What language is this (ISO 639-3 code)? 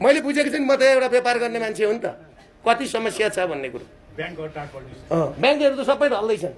nep